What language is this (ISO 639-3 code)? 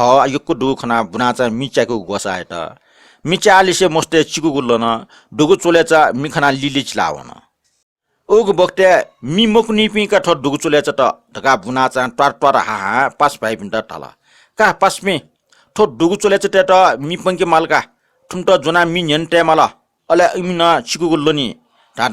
new